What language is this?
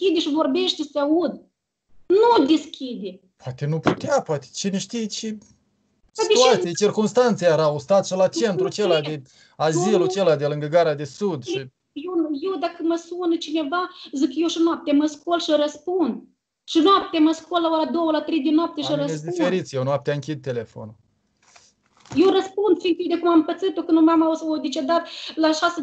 Romanian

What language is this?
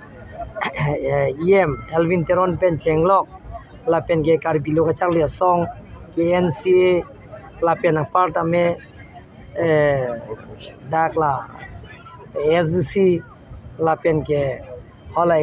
Karbi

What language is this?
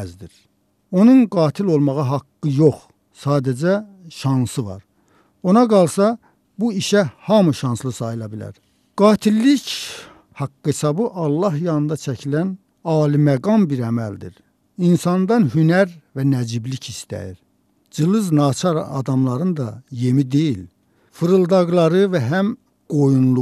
Azerbaijani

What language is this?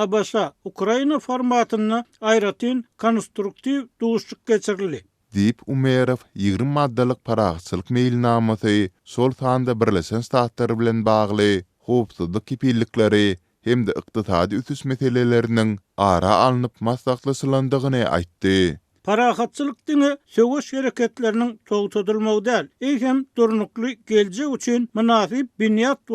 Turkmen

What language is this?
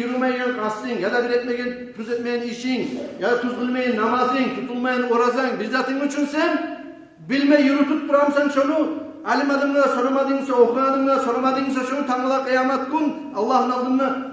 Kumyk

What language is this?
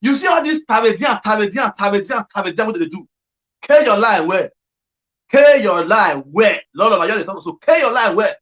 Nigerian Pidgin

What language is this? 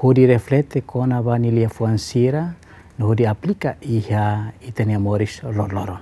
Tetum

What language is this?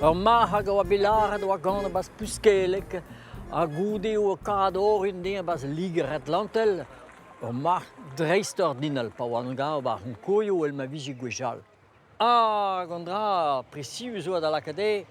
Breton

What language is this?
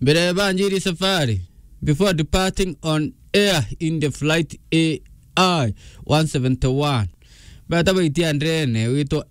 Meru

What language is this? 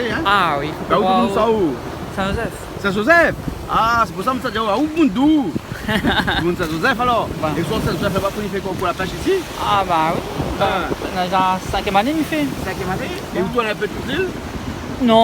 Réunion Creole French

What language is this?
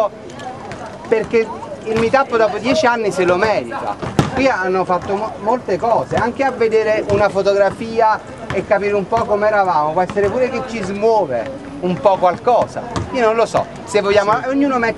Italian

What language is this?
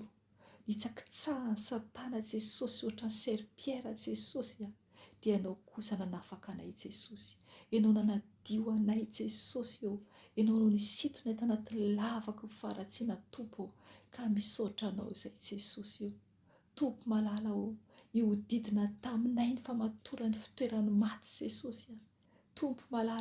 Malagasy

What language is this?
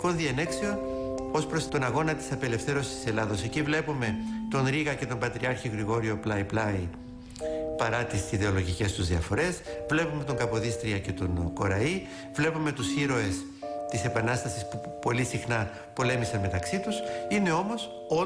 Greek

